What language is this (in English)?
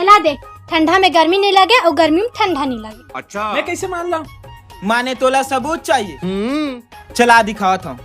Chhattisgarhi